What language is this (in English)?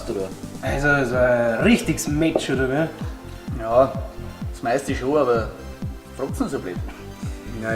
Bavarian